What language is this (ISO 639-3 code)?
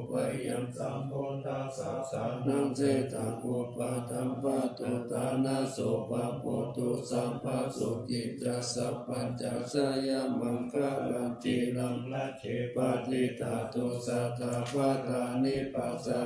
pli